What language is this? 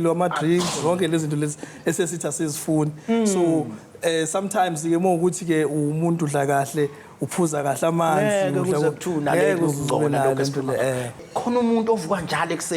Zulu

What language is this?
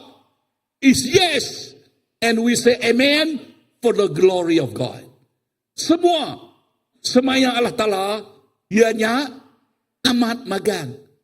Iban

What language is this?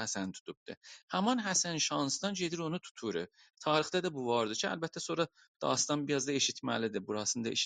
South Azerbaijani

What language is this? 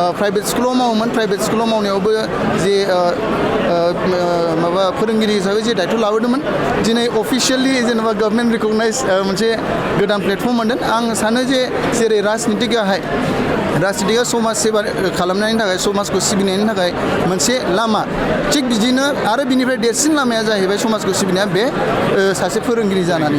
Bodo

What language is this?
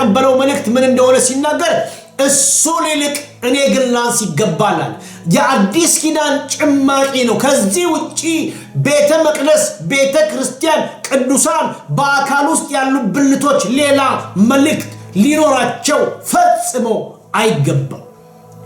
Amharic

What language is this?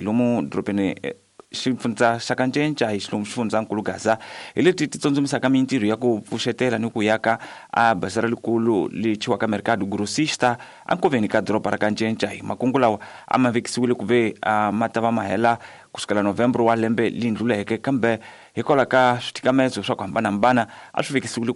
Tsonga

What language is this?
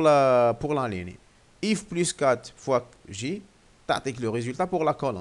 Algerian Arabic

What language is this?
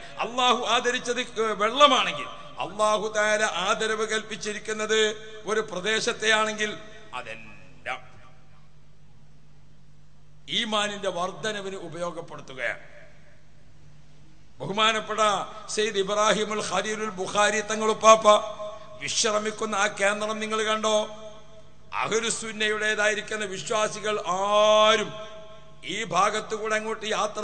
Malayalam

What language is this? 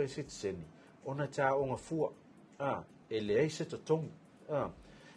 Samoan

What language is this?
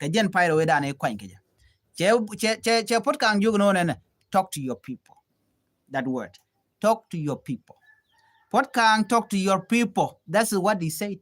Nuer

